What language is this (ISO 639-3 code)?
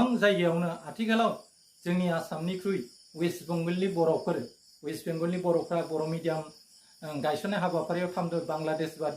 brx